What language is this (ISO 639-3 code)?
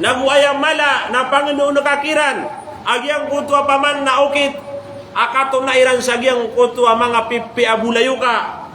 mrw